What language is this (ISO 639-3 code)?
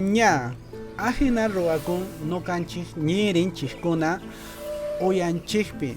que